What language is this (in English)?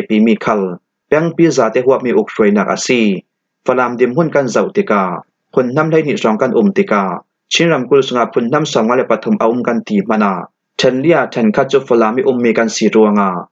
Falam Chin